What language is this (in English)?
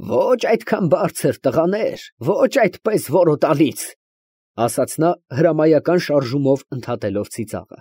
Armenian